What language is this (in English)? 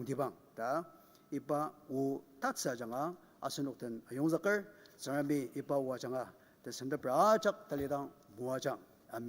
Ao Naga